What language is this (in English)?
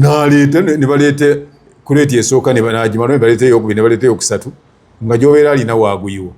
Ganda